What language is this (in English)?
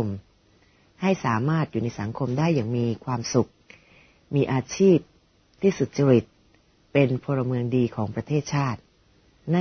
Thai